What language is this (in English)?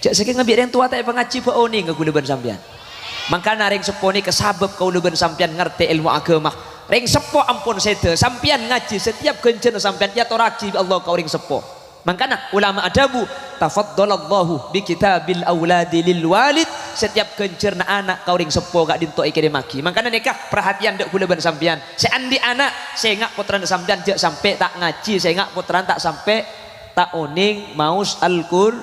Madurese